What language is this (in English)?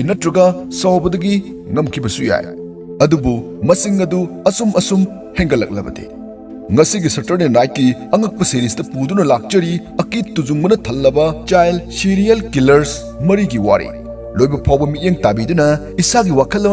Manipuri